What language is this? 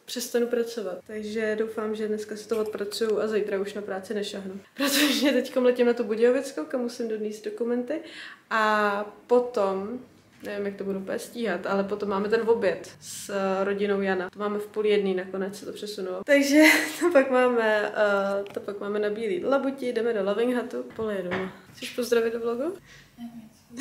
Czech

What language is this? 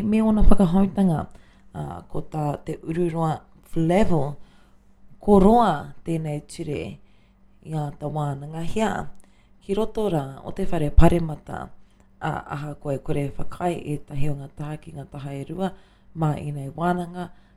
Māori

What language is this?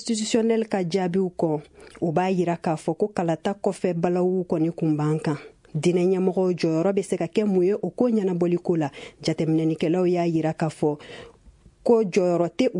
Bambara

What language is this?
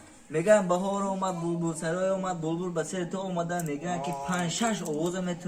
Tajik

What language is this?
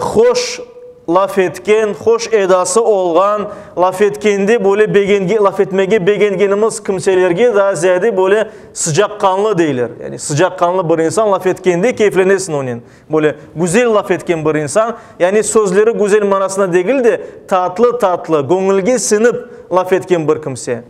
Crimean Tatar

